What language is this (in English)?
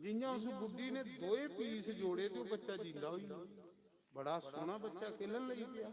Dogri